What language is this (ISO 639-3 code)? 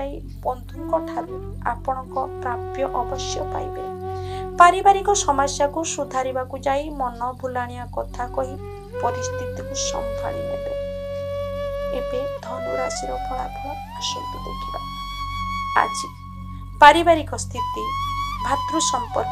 ori